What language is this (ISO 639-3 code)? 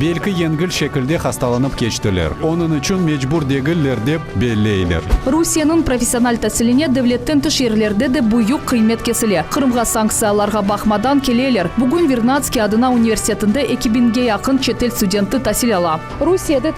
crh